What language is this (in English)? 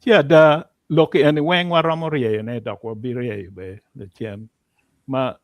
Acoli